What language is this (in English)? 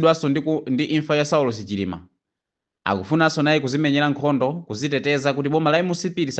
Nyanja